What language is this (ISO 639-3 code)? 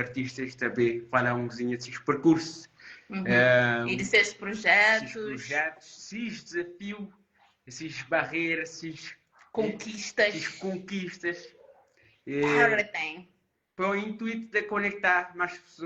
kea